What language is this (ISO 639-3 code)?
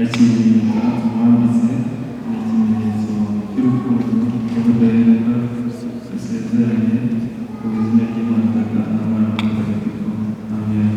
kin